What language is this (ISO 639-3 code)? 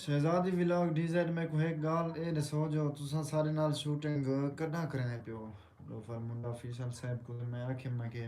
skr